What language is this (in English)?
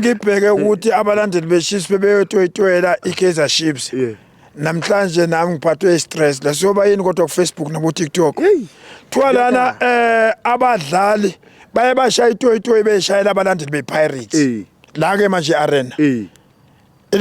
Zulu